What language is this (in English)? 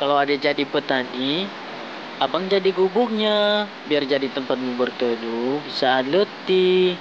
Nias